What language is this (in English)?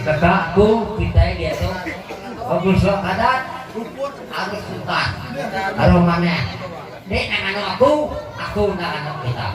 Iban